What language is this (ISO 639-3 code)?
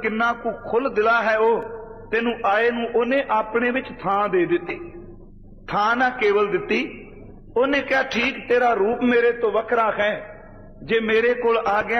pan